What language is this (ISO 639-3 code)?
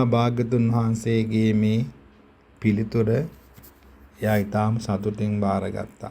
sin